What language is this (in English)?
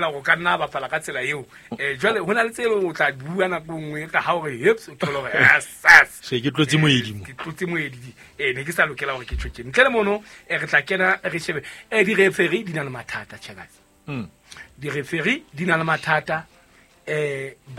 Southern Sotho